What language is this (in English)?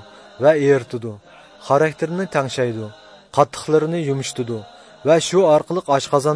Uyghur